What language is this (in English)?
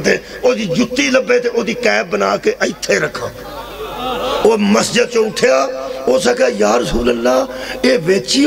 Western Panjabi